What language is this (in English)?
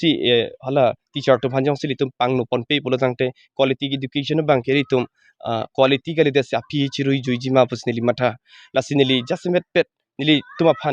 Karbi